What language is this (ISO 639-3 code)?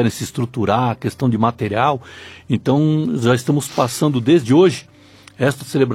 por